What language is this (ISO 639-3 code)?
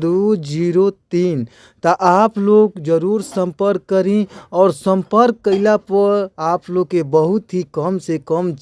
bho